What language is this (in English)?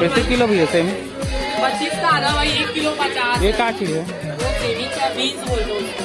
Chhattisgarhi